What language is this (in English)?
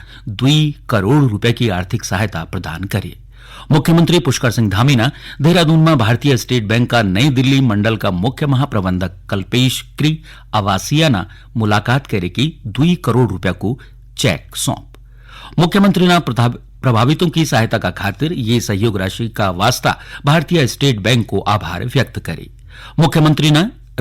Garhwali